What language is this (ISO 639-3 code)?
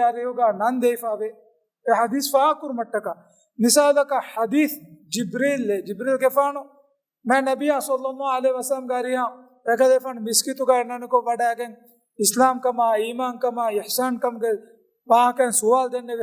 div